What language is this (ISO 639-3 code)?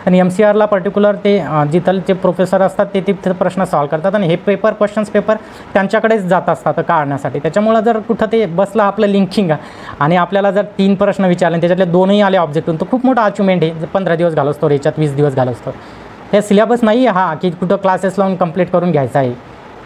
mar